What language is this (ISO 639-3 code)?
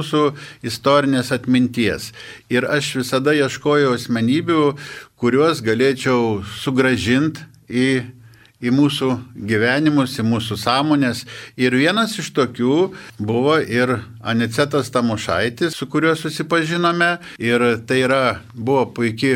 lit